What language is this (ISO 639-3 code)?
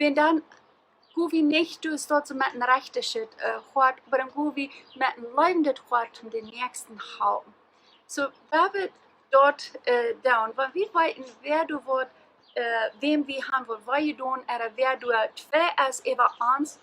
pdt